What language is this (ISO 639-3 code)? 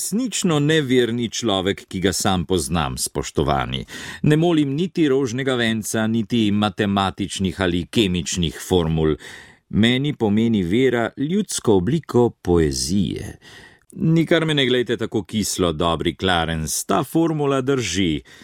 slv